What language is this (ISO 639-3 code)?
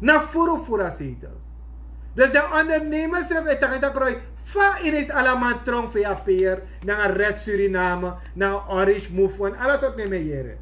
srn